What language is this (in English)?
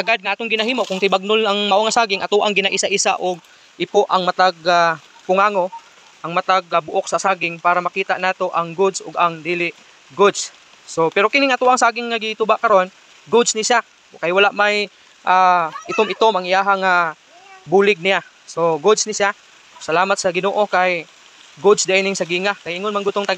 Cebuano